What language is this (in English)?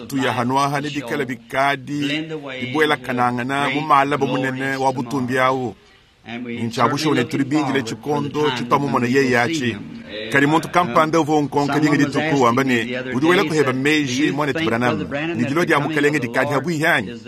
Luba-Lulua